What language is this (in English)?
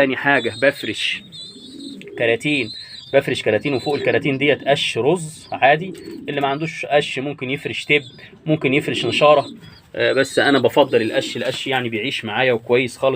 Egyptian Arabic